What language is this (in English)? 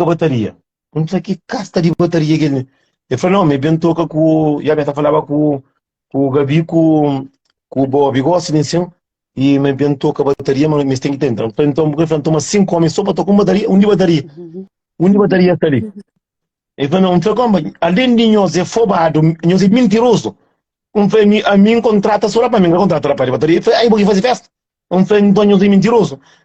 Kabuverdianu